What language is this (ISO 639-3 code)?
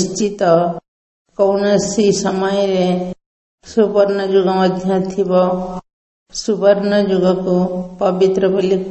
ori